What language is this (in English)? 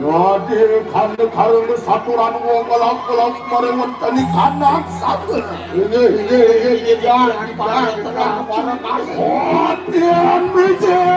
Balinese